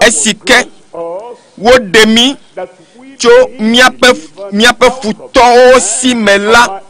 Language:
Ewe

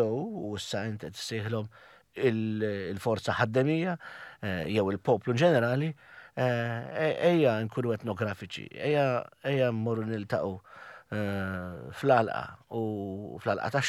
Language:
Maltese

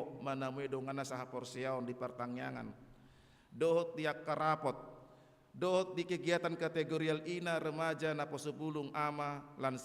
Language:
Batak Toba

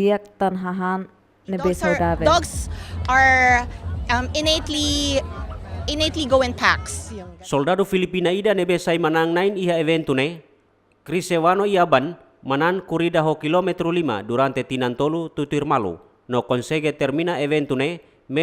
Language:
Tetum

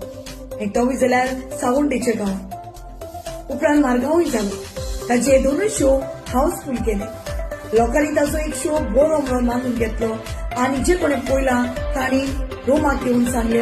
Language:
Konkani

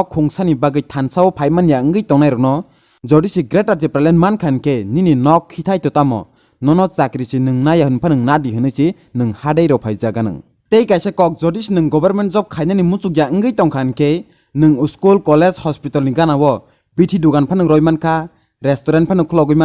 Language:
Kok Borok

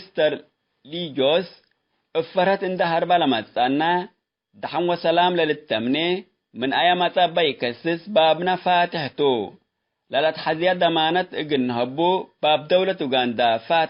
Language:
Tigre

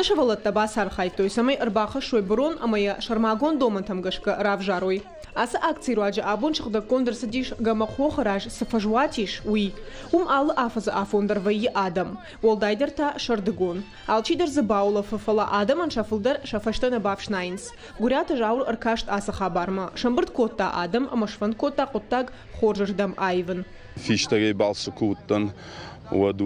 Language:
Ossetic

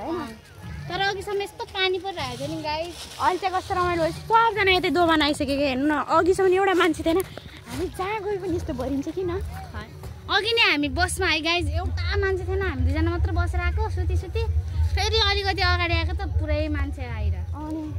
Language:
Nepali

